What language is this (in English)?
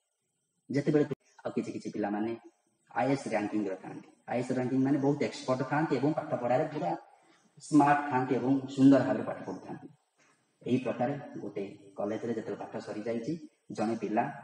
Odia